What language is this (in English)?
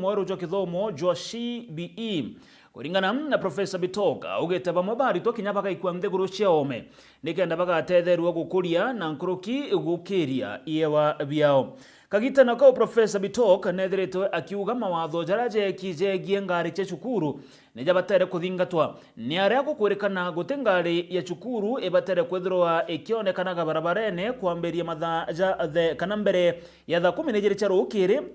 Meru